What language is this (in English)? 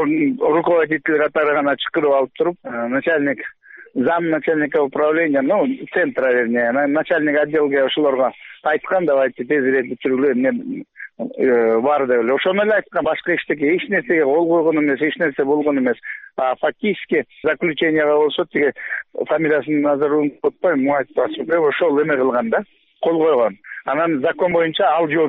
Kyrgyz